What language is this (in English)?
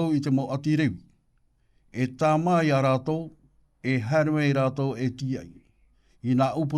Tahitian